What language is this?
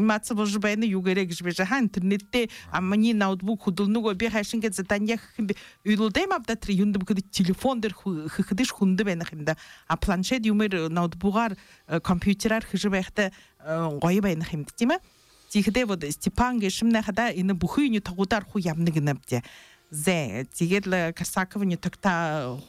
Buriat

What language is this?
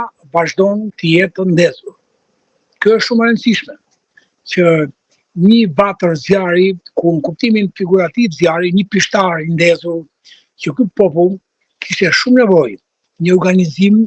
Albanian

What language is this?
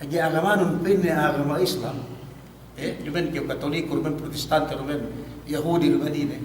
Yakan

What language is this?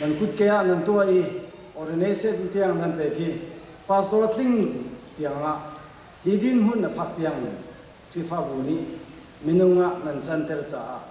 Hakha Chin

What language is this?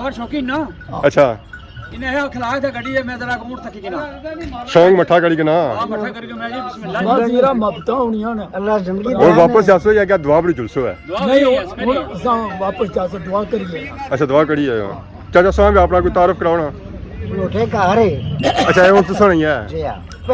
Pahari-Potwari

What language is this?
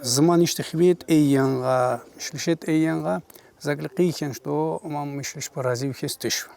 Tsakhur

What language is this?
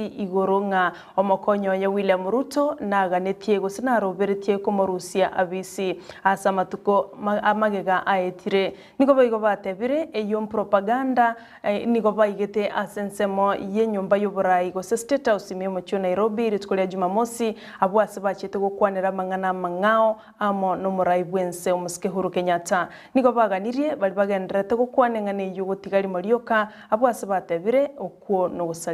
Gusii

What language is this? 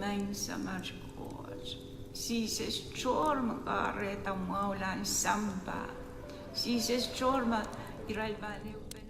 Pohnpeian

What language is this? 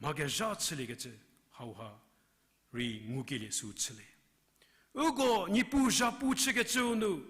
Angami Naga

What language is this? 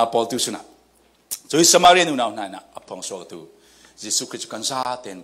Falam Chin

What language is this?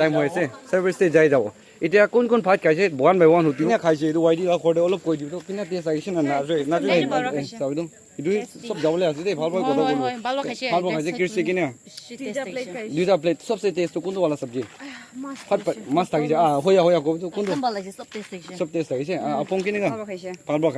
Naga Pidgin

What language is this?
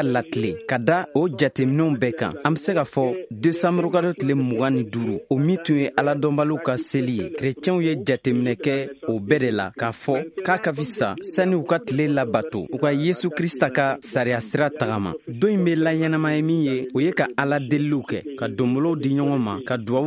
Bambara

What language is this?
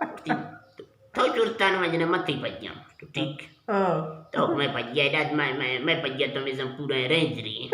Eastern Balochi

